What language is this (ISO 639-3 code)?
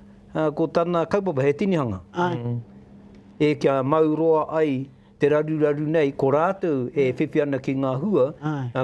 mri